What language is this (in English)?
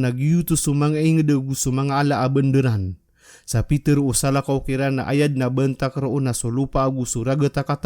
Maranao